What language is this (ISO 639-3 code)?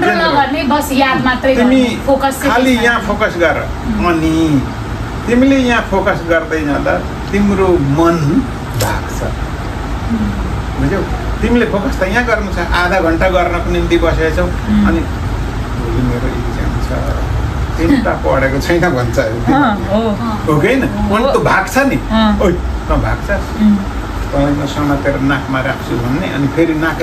nep